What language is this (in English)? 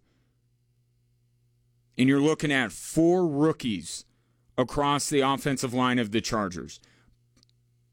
English